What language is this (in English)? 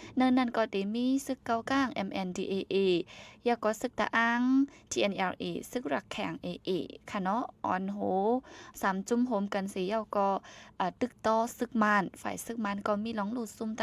Shan